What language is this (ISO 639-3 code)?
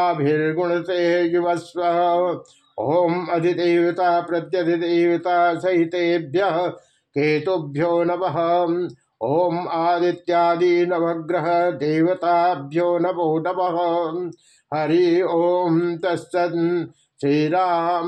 san